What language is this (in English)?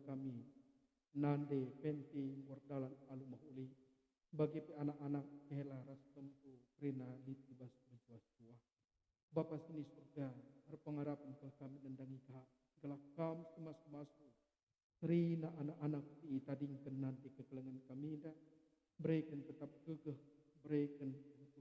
Batak Karo